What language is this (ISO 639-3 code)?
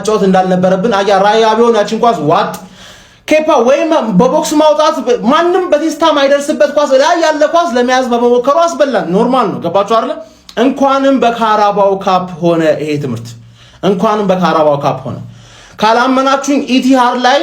amh